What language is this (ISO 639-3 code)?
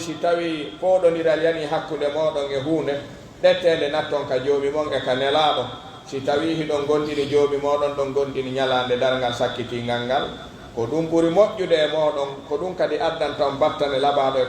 fuf